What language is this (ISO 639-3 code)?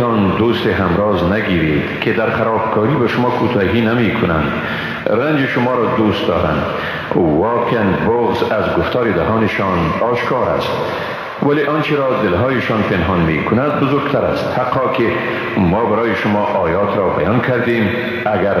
fas